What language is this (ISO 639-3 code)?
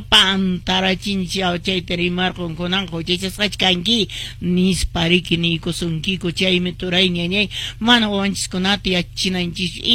que